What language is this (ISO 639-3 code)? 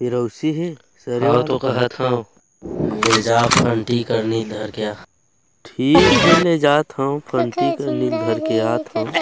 hne